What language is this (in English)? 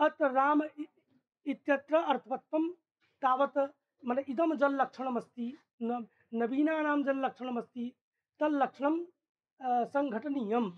Sanskrit